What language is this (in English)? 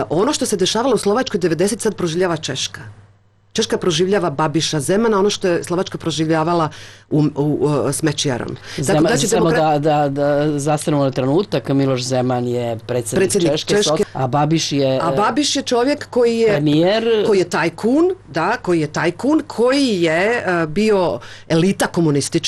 Croatian